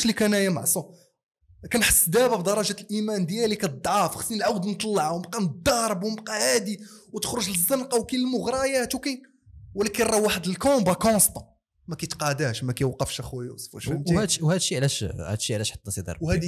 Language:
Moroccan Arabic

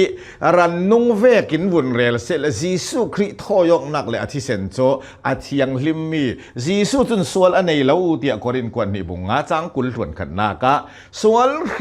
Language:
Hakha Chin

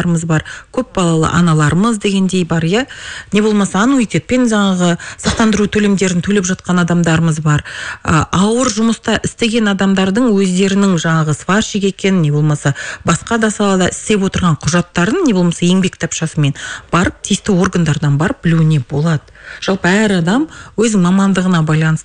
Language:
Kazakh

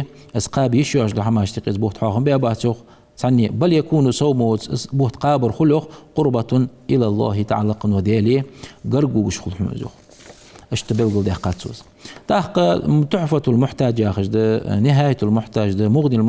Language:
Ingush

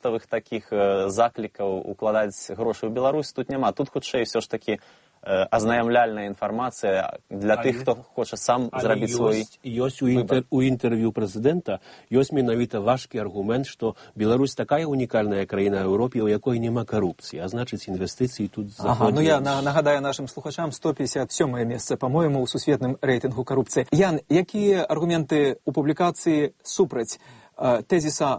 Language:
Belarusian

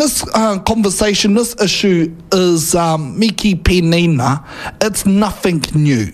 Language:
Māori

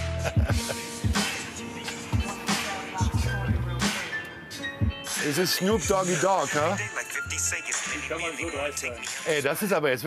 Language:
German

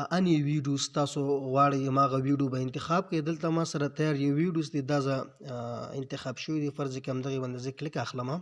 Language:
Pashto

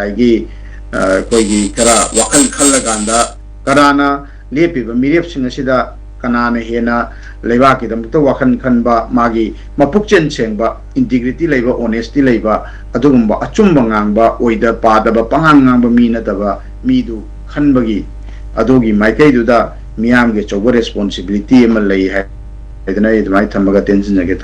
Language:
Manipuri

